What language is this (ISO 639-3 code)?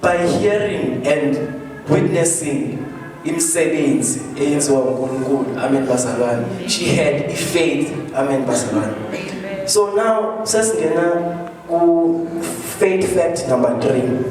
zul